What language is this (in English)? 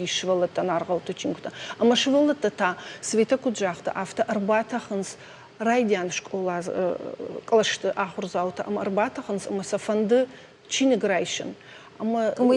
Ossetic